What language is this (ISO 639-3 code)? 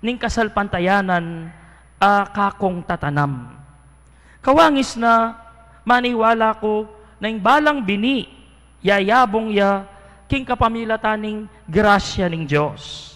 pam